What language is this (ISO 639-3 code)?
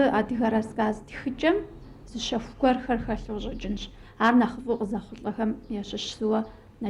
kbd